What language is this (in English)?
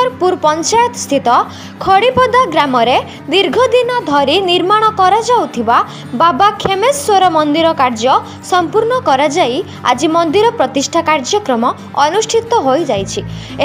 Odia